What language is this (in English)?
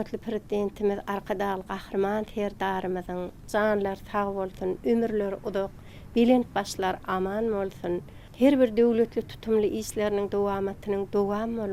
Turkmen